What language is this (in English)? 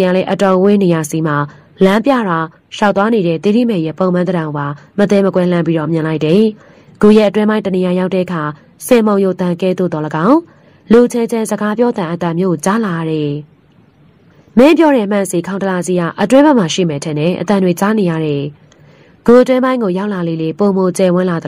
Burmese